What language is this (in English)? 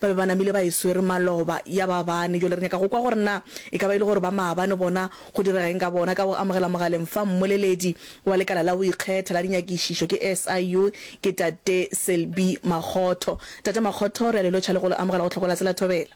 Northern Sotho